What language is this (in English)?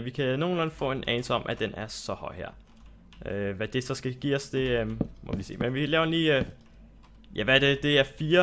Danish